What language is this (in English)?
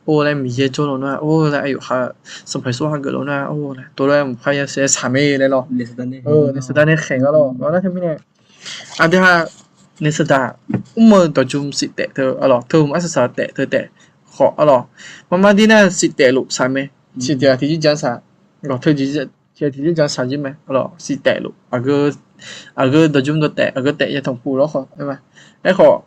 Akha